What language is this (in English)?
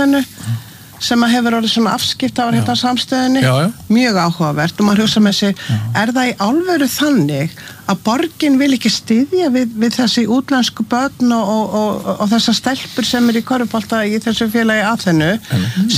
Icelandic